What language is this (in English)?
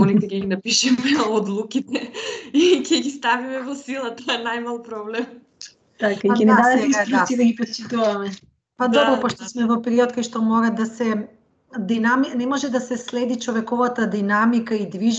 Macedonian